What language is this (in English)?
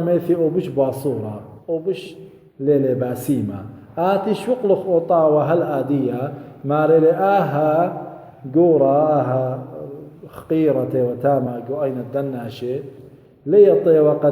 Assyrian Neo-Aramaic